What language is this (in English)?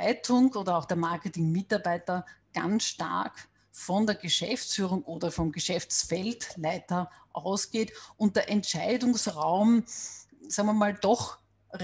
German